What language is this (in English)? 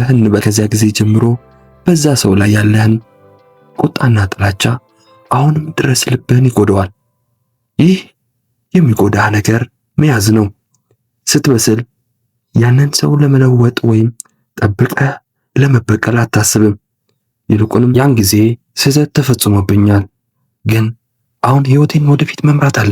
Amharic